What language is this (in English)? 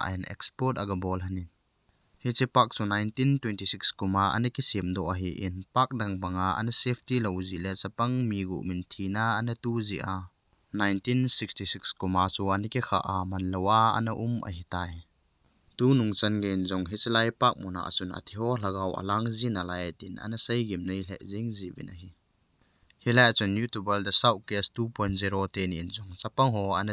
Thado Chin